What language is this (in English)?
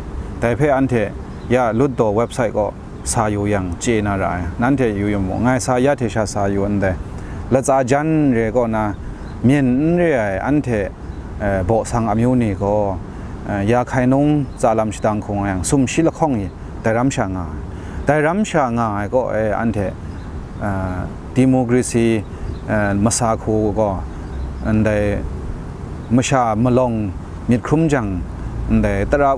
Kachin